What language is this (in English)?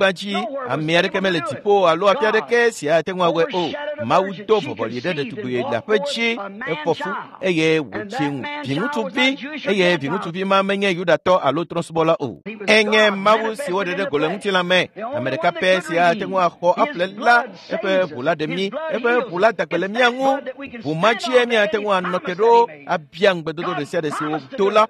Ewe